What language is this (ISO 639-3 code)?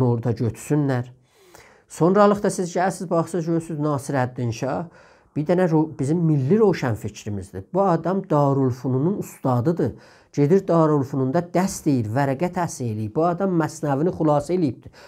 azb